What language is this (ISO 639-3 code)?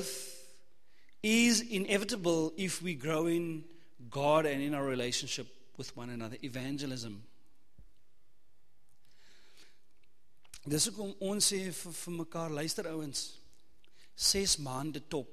afr